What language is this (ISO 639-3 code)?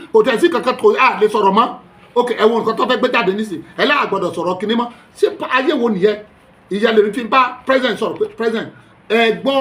yor